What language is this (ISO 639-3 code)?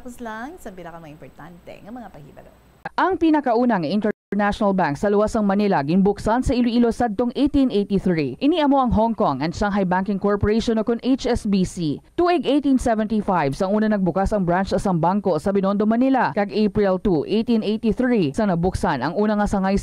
hil